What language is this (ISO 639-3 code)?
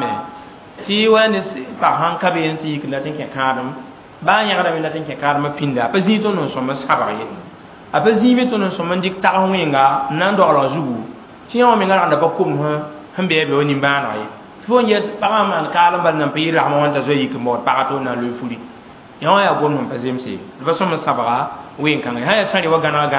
mos